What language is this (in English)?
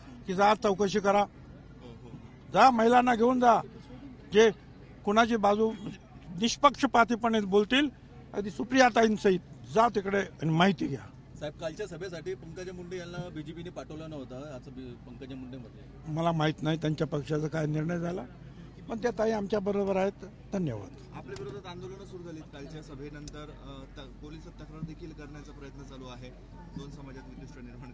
Marathi